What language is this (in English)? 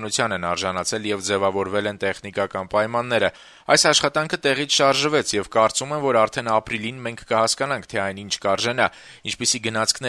Armenian